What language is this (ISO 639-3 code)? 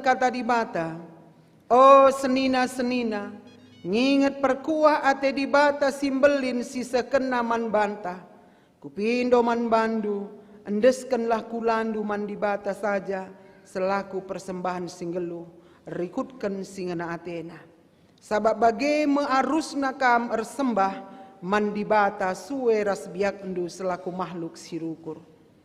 btx